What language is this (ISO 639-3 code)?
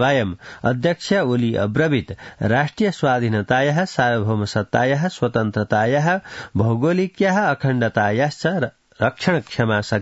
san